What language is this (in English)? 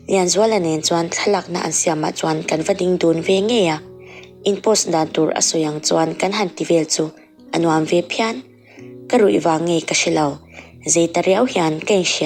Mizo